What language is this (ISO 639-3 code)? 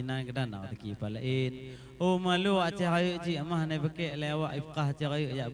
ace